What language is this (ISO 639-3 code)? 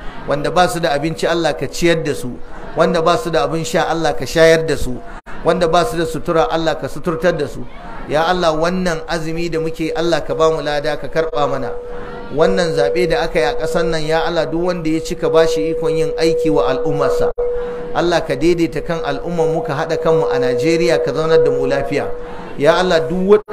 hau